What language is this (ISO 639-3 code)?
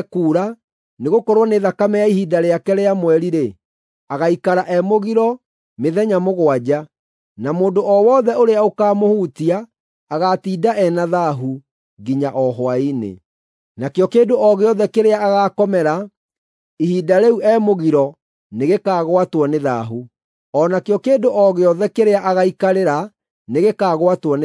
kik